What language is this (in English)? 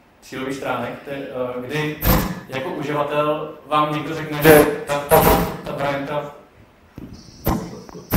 Czech